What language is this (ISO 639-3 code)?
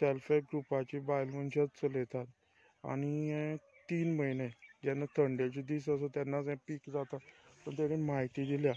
kok